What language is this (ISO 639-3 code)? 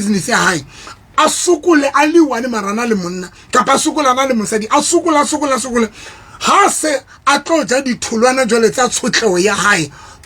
sot